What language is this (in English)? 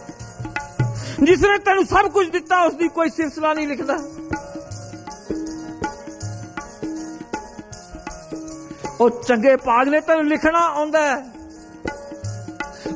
Punjabi